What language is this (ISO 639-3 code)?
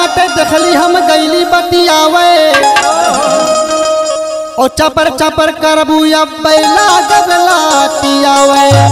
bho